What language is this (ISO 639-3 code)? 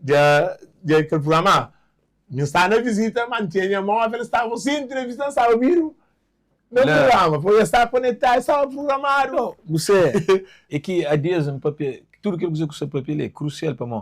kea